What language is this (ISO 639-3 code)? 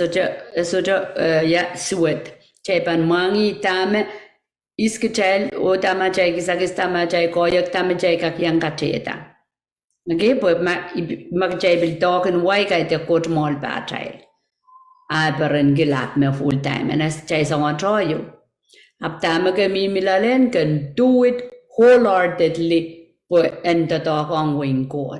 pon